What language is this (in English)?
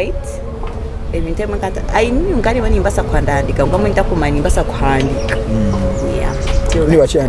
Nyankole